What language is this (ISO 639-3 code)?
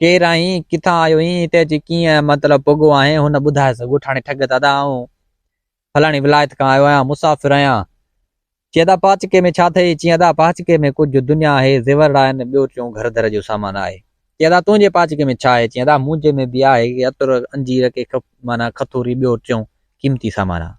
snd